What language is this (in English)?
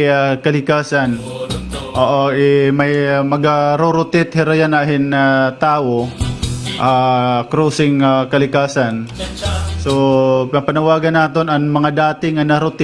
Waray